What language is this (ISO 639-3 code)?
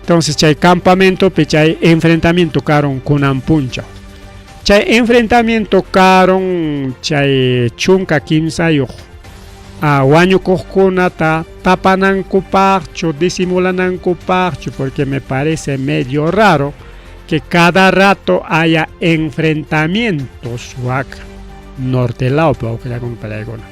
quy